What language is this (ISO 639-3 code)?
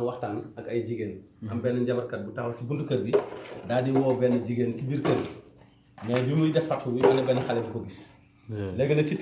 wol